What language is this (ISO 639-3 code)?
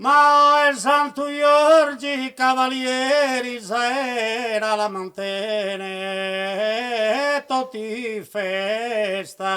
srd